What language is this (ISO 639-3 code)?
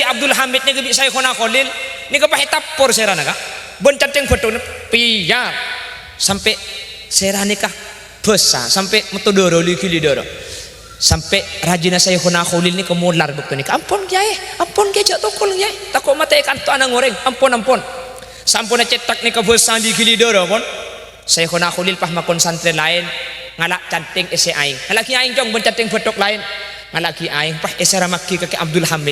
mad